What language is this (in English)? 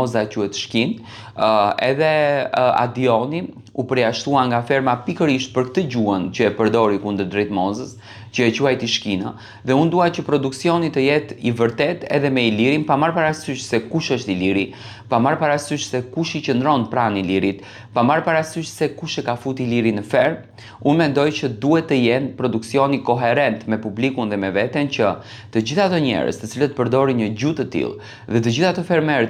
Albanian